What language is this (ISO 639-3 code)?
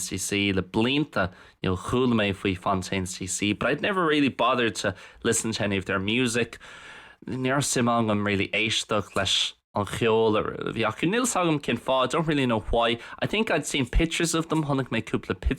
gle